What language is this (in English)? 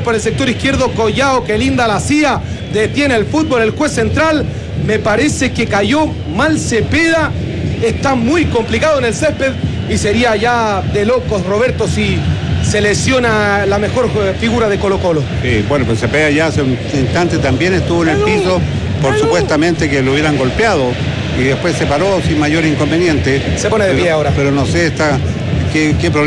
Spanish